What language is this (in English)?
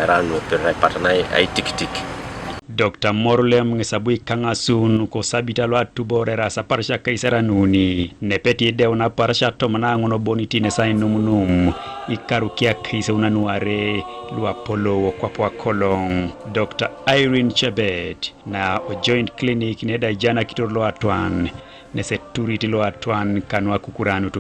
Teso